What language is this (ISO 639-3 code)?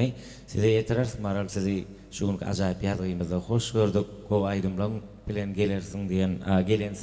tuk